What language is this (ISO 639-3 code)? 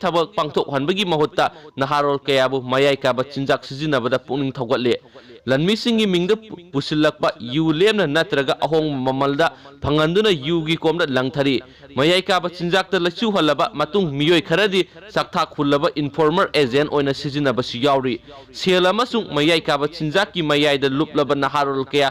mni